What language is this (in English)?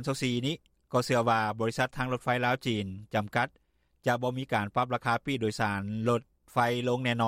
Lao